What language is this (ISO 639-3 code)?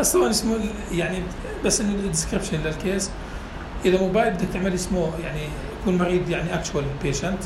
apc